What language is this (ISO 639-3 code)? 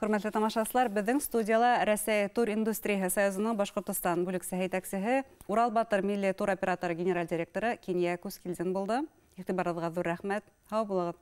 bak